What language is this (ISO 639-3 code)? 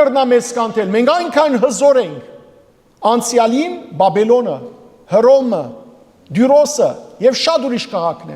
hyw